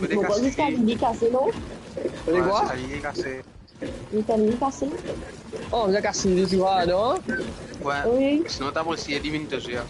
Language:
Morisyen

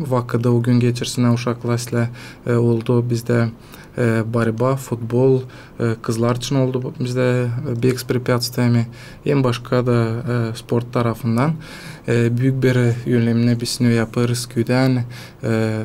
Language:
Gagauz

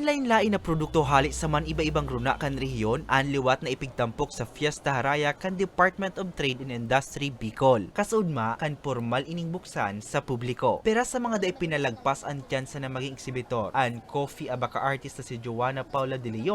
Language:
Bikol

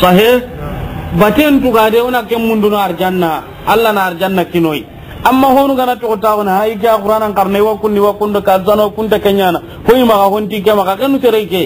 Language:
Soninke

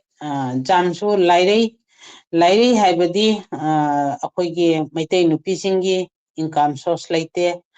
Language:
Manipuri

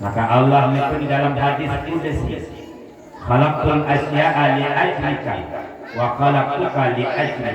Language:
Achinese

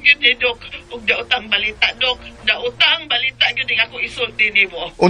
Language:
Cebuano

